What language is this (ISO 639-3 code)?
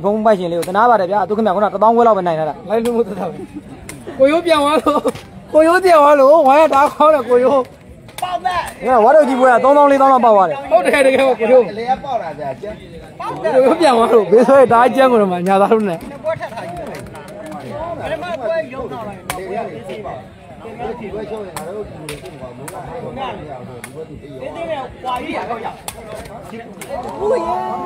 mya